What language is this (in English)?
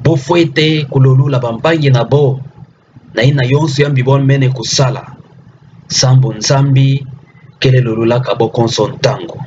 Kituba (Democratic Republic of Congo)